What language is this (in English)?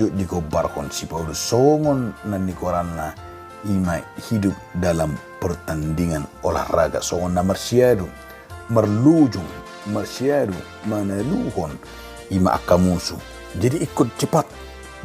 Batak Toba